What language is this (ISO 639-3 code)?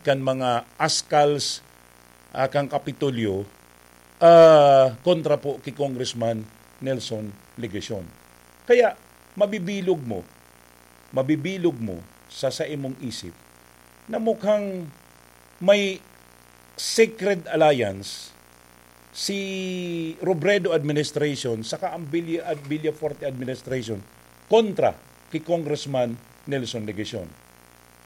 bik